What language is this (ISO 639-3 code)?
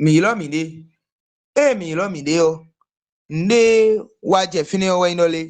fon